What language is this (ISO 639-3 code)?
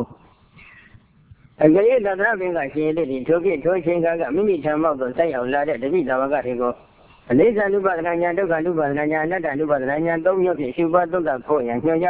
mya